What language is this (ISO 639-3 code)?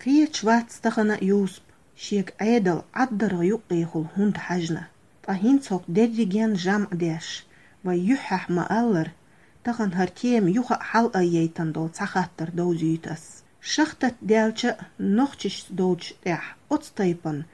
che